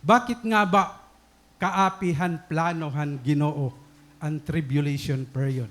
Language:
Waray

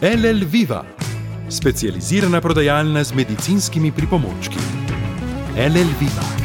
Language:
Slovenian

